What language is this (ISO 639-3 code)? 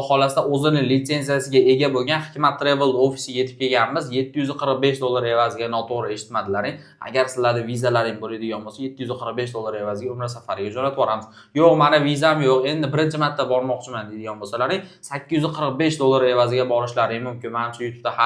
uzb